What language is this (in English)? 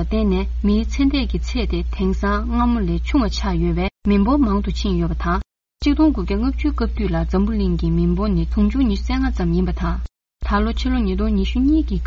Tibetan